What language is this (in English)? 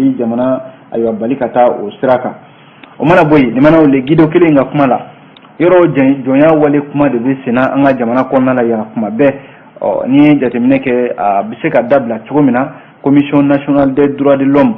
Bambara